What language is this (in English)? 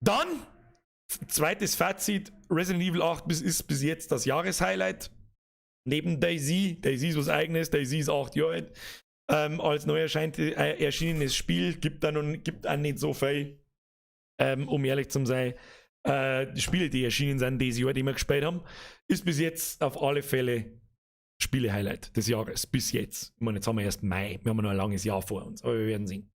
Bavarian